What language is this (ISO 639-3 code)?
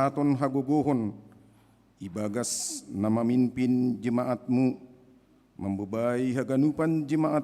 bts